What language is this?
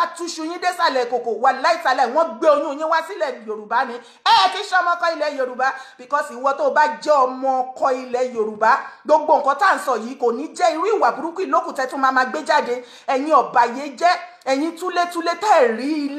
Yoruba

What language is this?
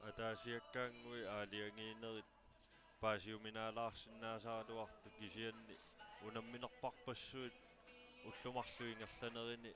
Kalaallisut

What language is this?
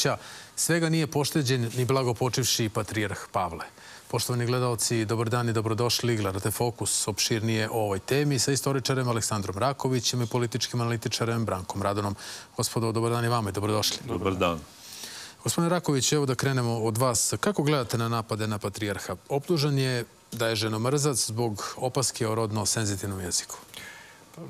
Serbian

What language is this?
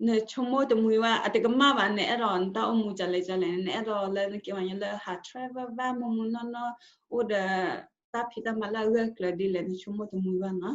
S'gaw Karen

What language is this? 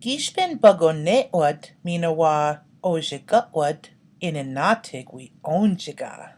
Chippewa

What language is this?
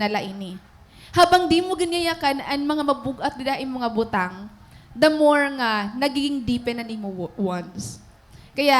Waray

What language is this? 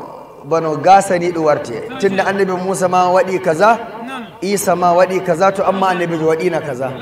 Nigerian Fulfulde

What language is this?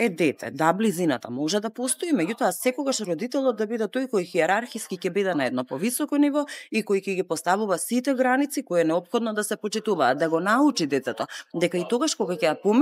Macedonian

